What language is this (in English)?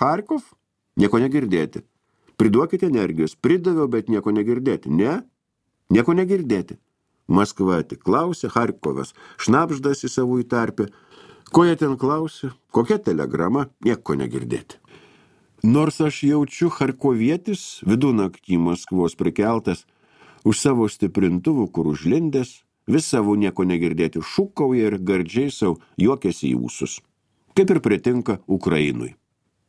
Lithuanian